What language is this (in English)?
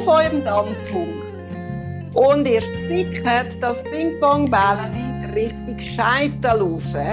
Swiss German